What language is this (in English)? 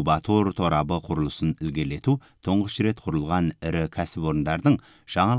Kazakh